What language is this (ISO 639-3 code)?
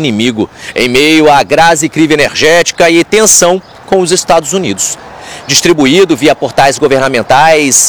por